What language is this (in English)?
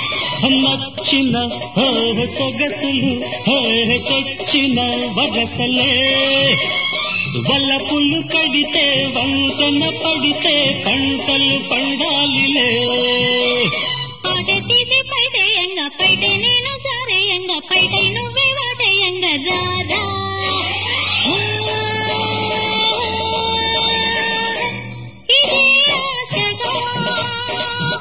Telugu